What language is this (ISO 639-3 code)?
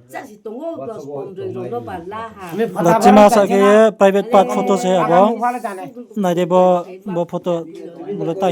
ria